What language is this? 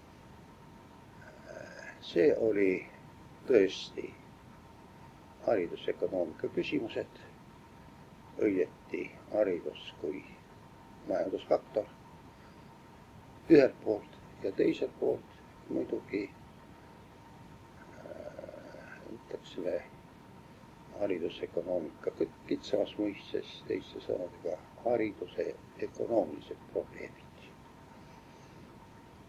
Estonian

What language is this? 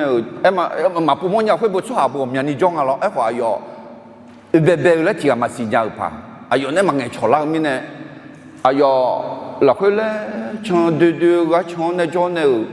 Akha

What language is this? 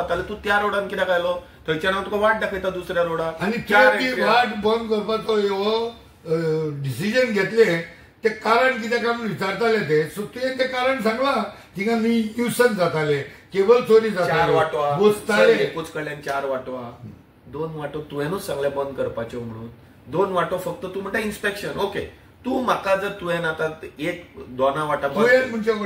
Konkani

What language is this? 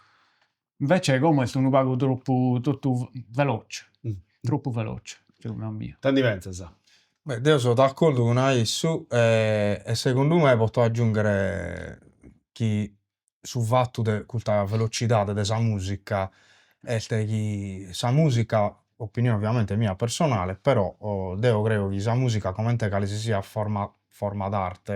Sardinian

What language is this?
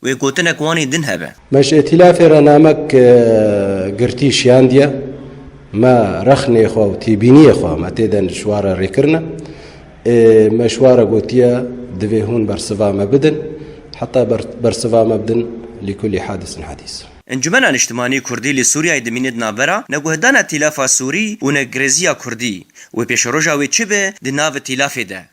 Kurdish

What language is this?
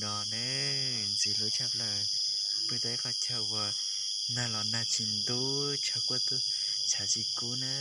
Hmong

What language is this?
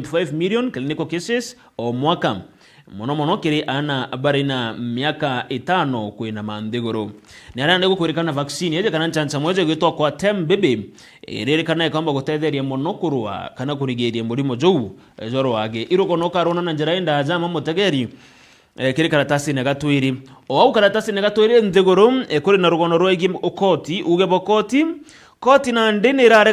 Meru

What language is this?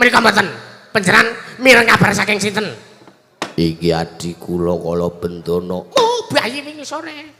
Javanese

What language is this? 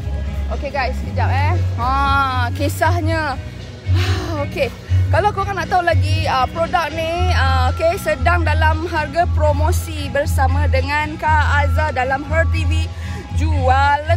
Malay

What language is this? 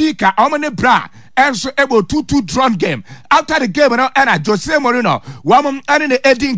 Akan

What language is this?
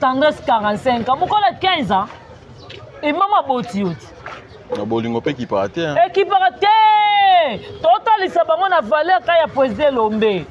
Lingala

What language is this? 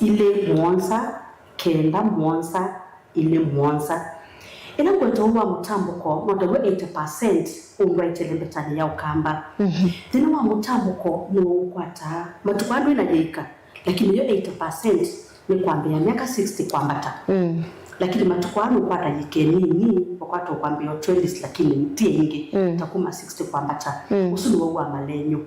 Kamba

